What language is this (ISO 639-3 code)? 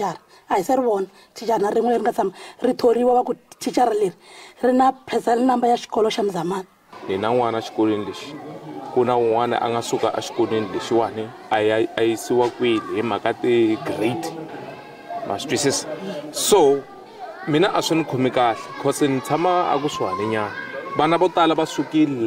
tso